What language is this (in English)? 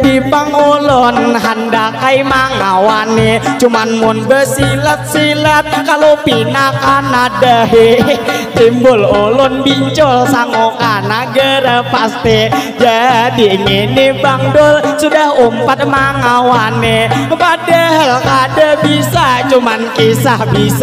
Banjar